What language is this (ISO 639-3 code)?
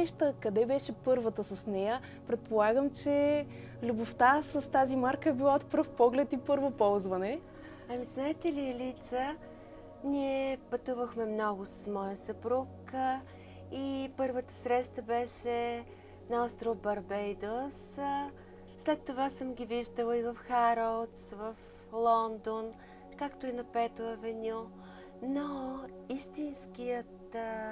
bul